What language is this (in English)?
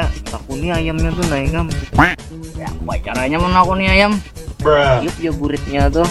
Banjar